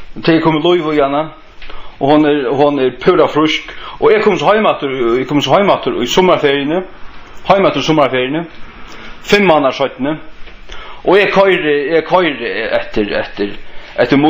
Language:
Faroese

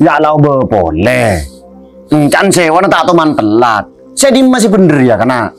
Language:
Madurese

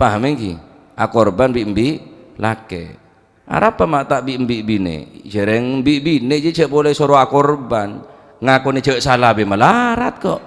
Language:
Madurese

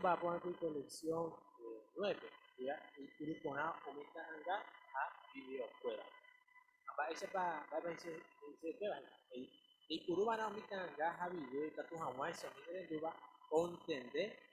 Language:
Guarani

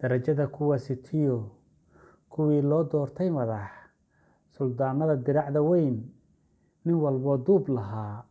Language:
Somali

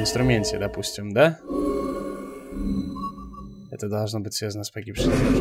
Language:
Russian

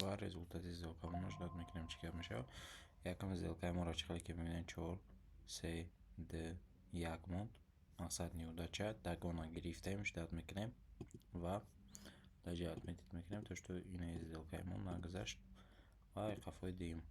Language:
Tajik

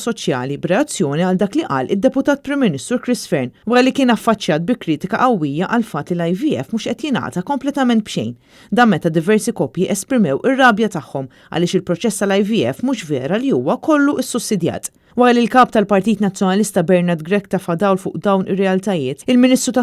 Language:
Maltese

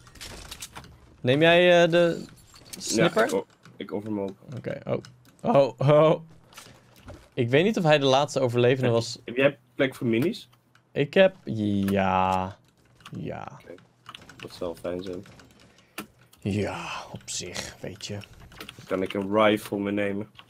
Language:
Dutch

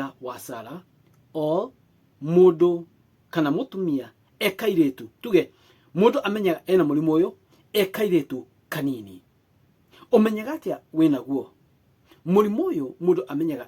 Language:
Kikuyu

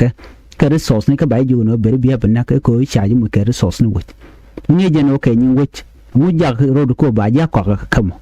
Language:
Nuer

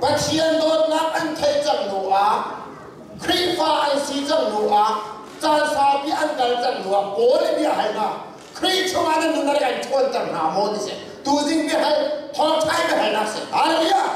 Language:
Hakha Chin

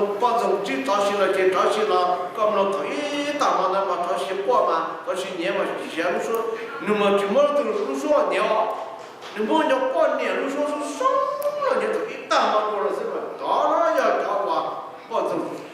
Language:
Hmong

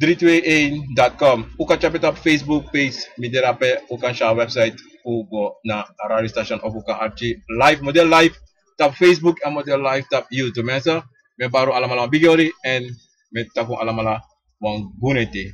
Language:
Sranan Tongo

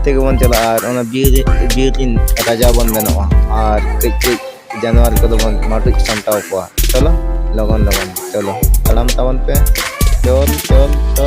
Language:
Santali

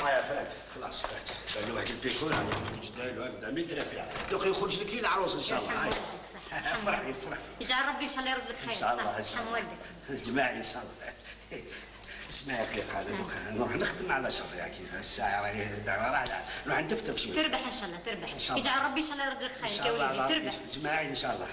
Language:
Algerian Arabic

